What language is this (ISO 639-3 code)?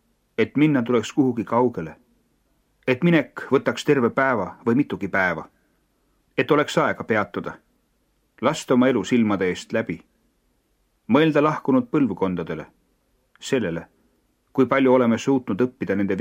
est